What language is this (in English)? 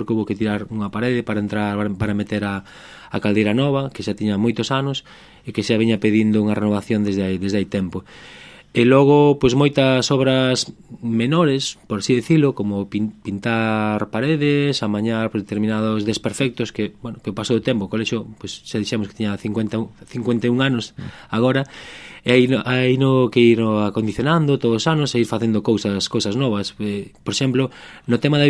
Galician